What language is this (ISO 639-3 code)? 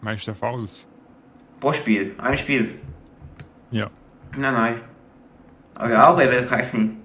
gsw